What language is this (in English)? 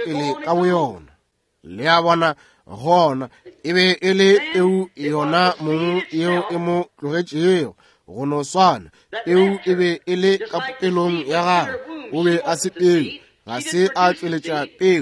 Northern Sotho